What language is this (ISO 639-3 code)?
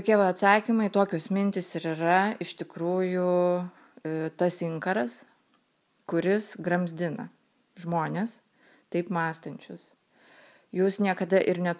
lit